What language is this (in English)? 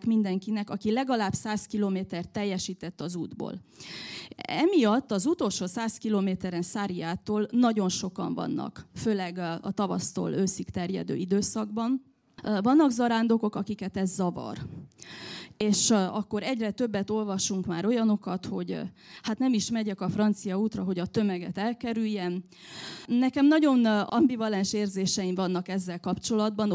Hungarian